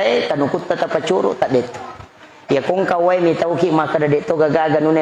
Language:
Buginese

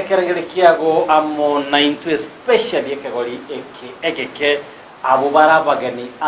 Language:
Gusii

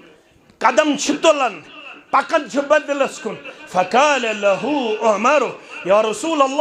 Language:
Kashmiri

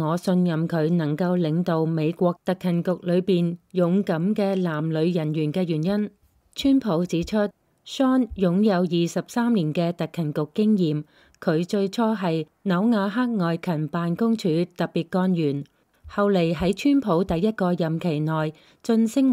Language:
Cantonese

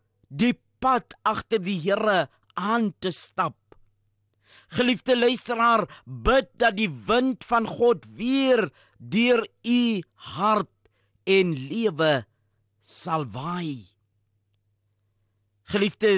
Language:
Afrikaans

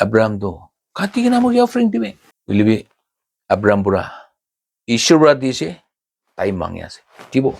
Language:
Naga Pidgin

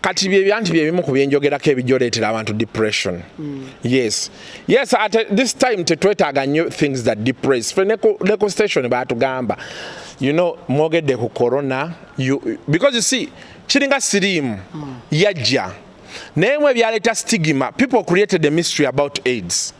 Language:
Ganda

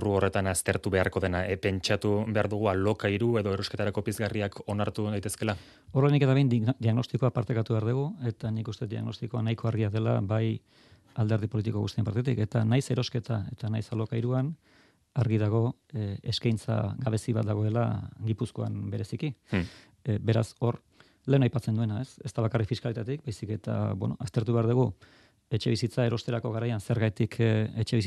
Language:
Basque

